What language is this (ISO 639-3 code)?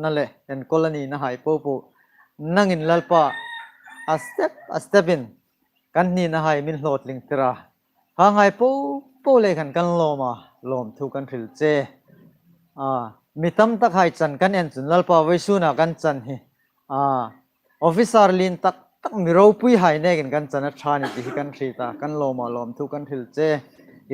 hmr